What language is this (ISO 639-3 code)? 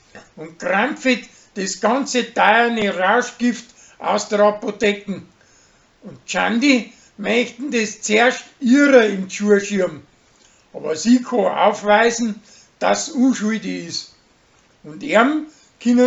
bar